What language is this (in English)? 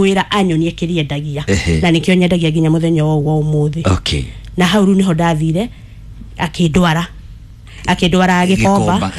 Kikuyu